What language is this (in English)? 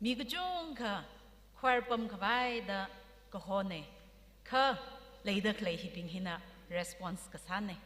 Tangkhul Naga (India)